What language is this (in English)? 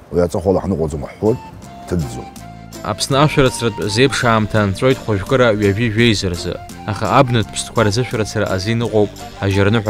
Abkhazian